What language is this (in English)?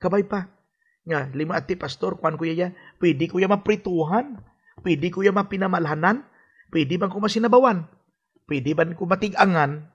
Hiligaynon